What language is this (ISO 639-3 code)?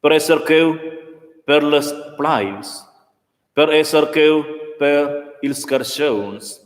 roh